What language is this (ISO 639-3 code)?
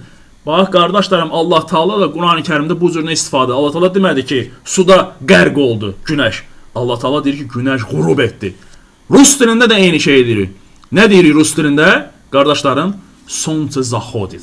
aze